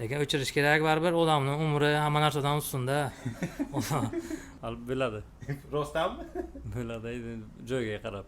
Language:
Uzbek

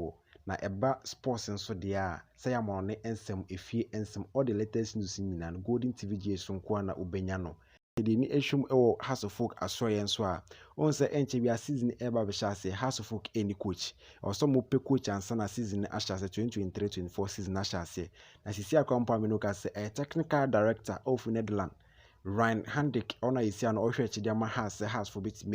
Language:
Akan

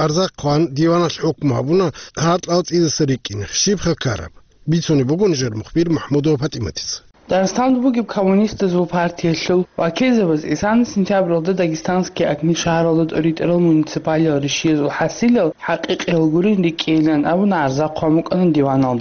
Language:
Avaric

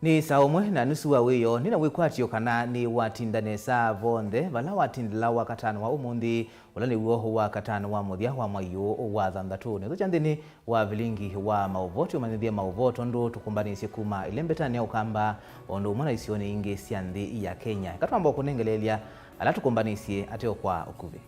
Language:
Kamba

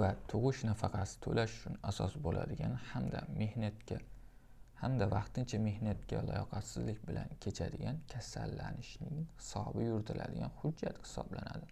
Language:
Uzbek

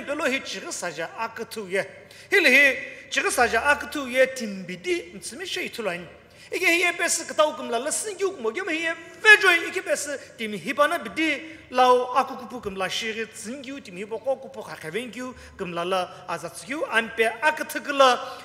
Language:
Sumi Naga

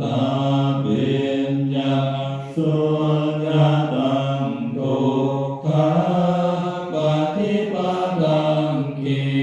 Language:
Pali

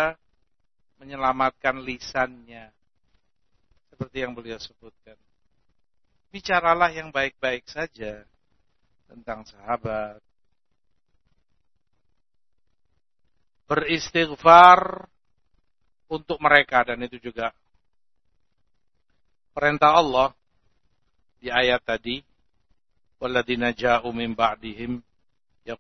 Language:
Indonesian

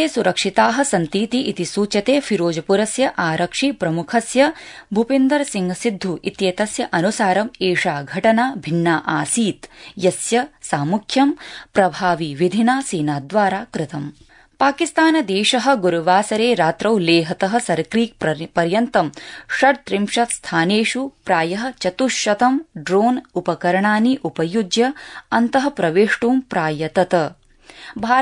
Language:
Sanskrit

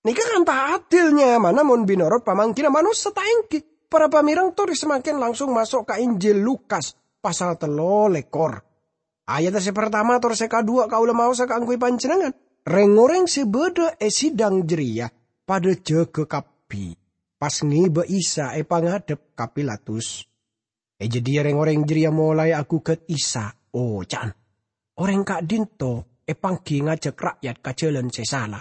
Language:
Madurese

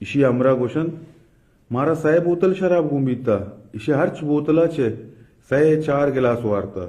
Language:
Baluchi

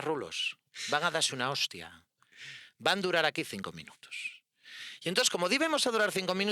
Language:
Asturian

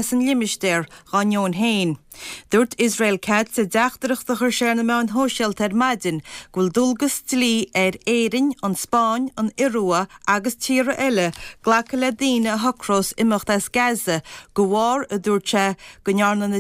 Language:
Irish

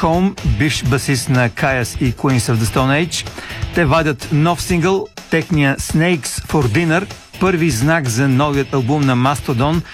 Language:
Bulgarian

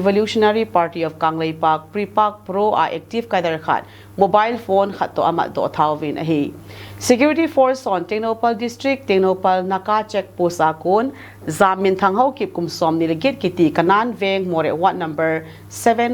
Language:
Thado Chin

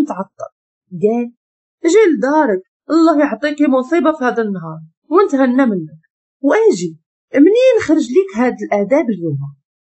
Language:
Moroccan Arabic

